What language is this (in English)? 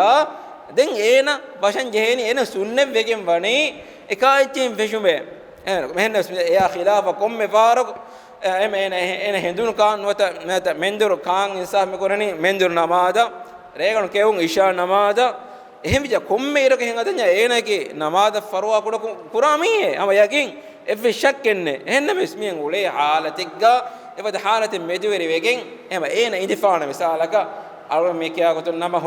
Divehi